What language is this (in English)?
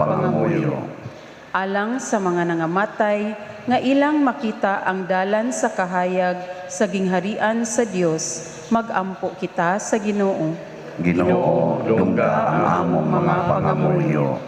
Cebuano